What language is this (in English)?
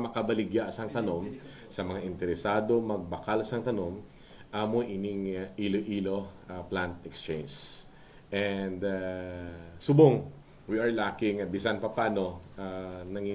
Hiligaynon